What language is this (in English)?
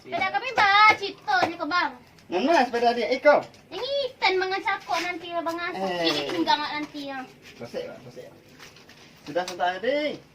Minangkabau